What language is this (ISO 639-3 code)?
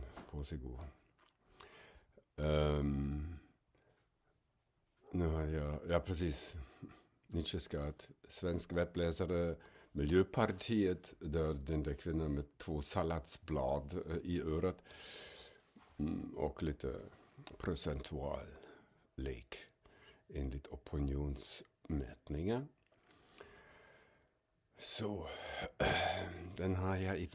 swe